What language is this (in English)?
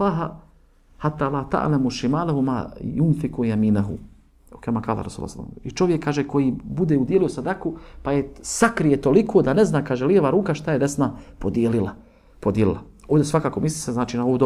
Bosnian